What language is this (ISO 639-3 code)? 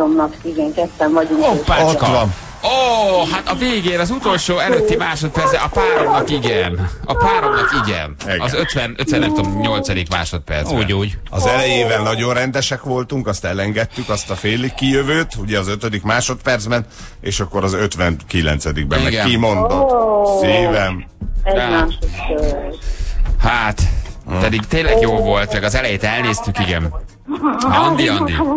hun